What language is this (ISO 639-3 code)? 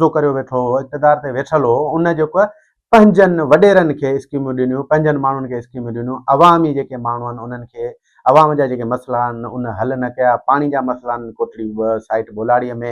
snd